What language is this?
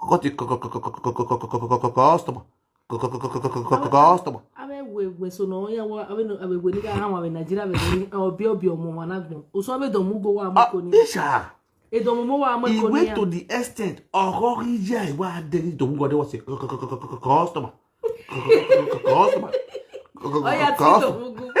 Nigerian Pidgin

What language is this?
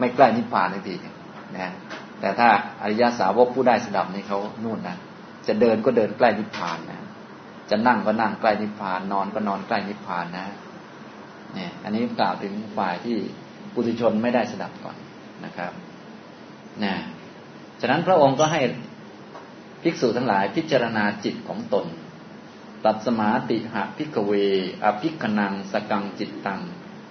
Thai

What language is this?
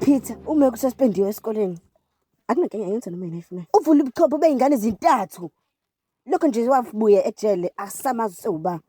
Zulu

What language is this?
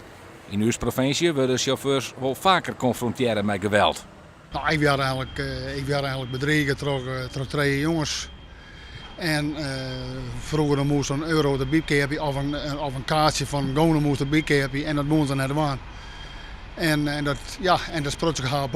Western Frisian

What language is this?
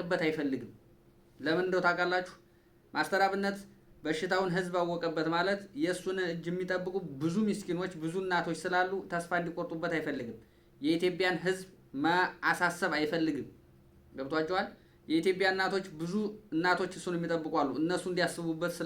Amharic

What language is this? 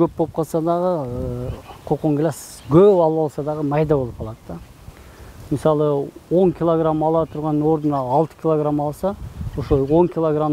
Kyrgyz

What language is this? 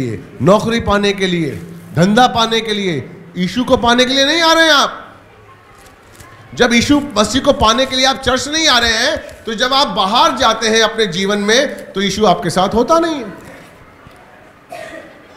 Hindi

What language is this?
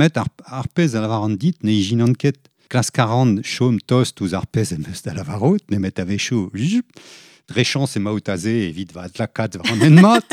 Breton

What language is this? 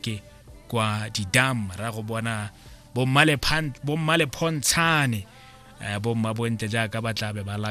Tswana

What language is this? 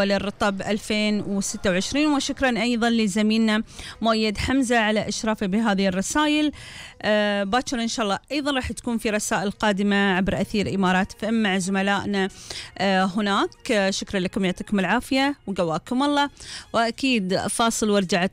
Gulf Arabic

